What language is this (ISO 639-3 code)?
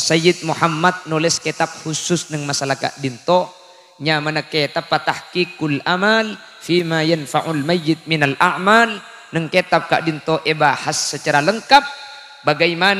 mad